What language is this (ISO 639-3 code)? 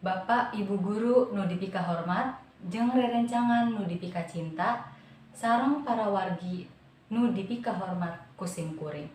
sun